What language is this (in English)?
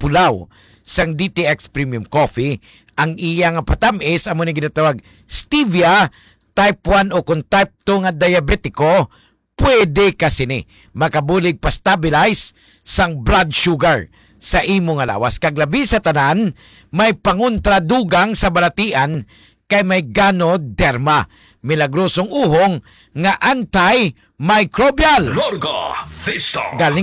Hiligaynon